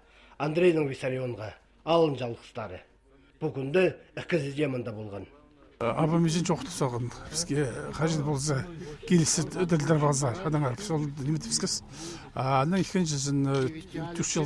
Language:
Khakas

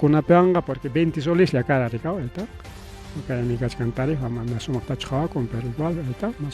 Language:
Ayacucho Quechua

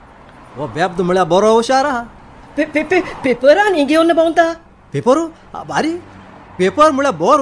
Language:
Konkani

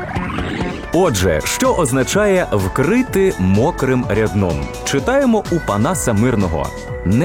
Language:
Ukrainian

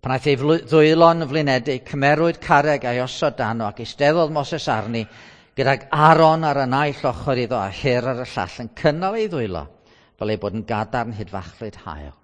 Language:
Welsh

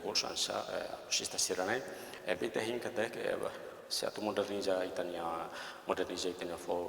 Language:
Tetum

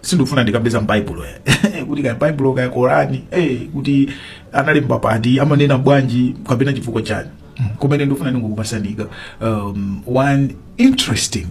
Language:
Nyanja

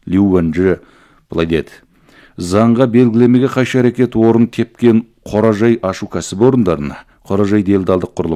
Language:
Kazakh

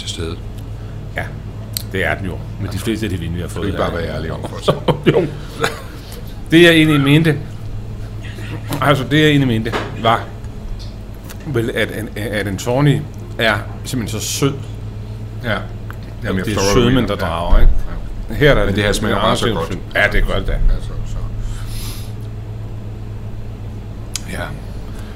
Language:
Danish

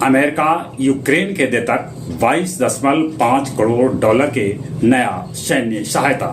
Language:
Magahi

